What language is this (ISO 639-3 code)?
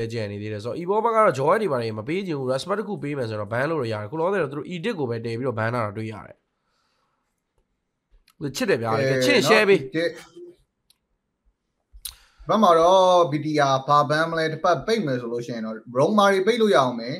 mya